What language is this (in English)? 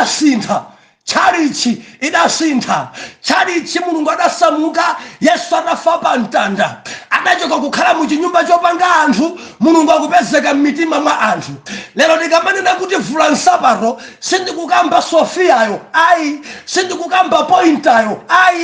Nyanja